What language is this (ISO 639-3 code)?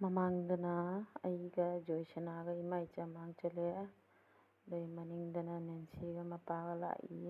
mni